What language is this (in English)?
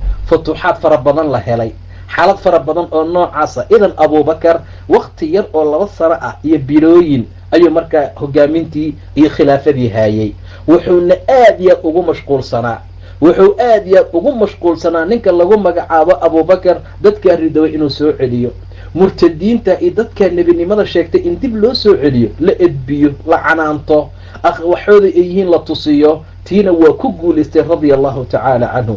Somali